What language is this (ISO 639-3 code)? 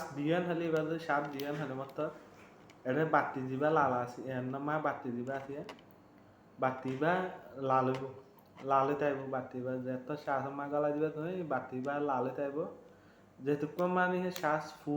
rhg